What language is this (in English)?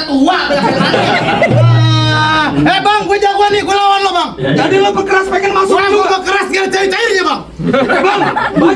Betawi